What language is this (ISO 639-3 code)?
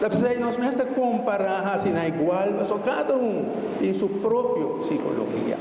pap